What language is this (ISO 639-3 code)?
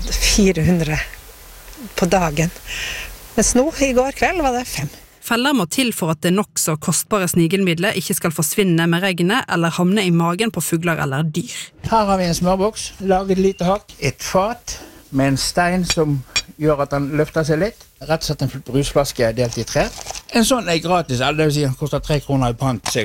nor